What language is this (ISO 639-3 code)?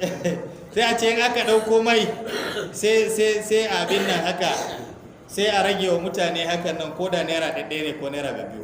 hau